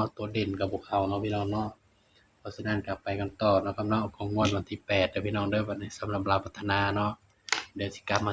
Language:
Northeastern Thai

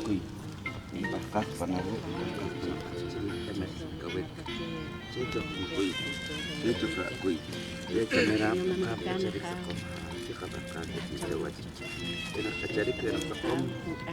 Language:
Poqomchi'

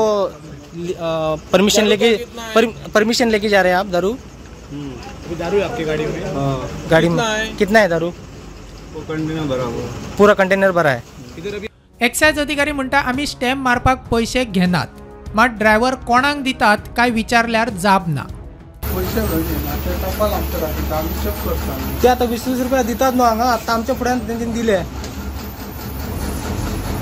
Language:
Konkani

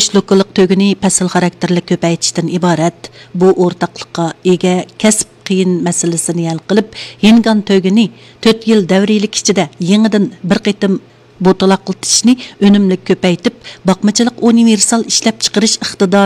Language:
Uyghur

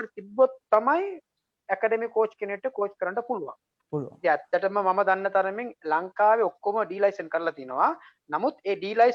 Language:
Sinhala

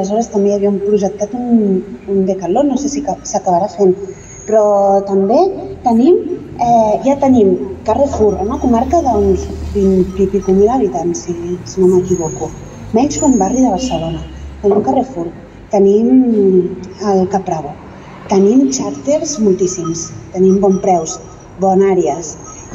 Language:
Catalan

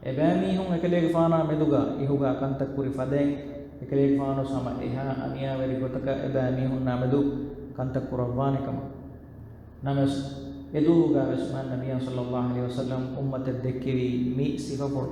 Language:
Divehi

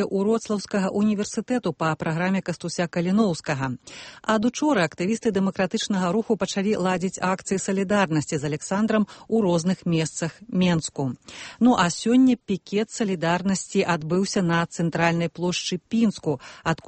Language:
Belarusian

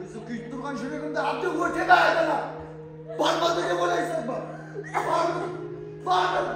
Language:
Kara-Kalpak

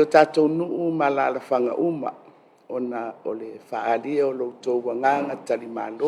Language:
Samoan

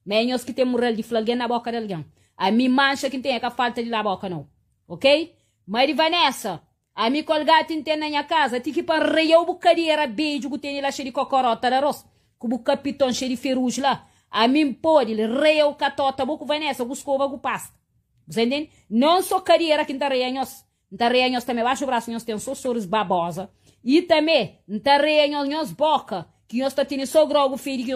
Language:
Kabuverdianu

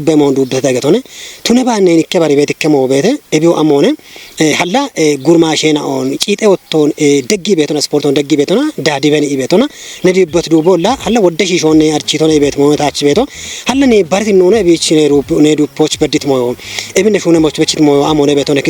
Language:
Kafa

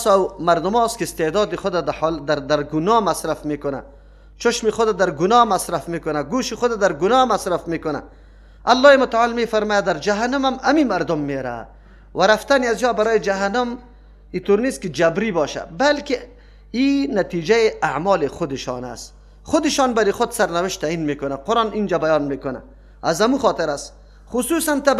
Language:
Persian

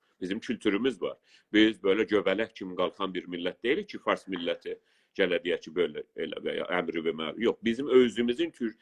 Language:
South Azerbaijani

